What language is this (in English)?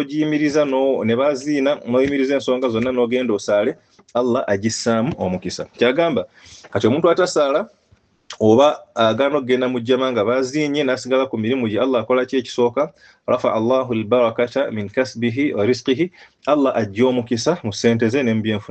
Ganda